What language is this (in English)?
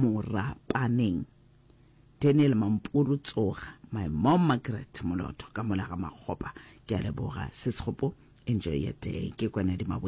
Northern Sotho